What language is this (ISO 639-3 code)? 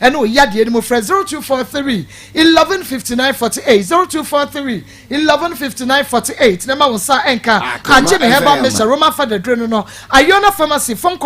aka